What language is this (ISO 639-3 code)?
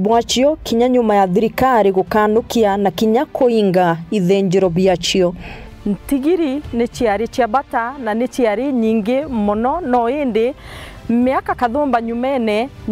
mer